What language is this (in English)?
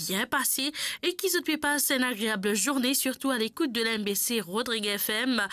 Morisyen